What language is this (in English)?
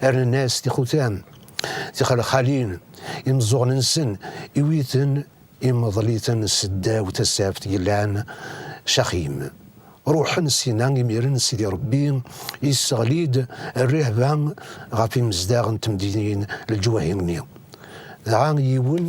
Kabyle